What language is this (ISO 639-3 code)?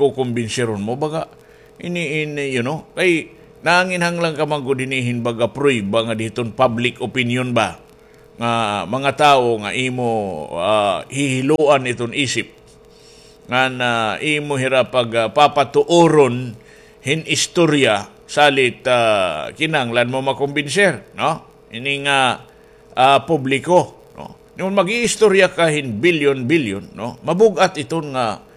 war